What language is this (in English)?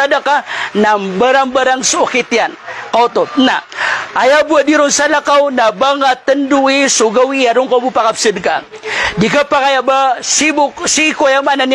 Maranao